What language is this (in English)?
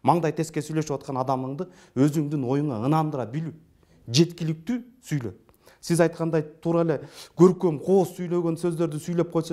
Kyrgyz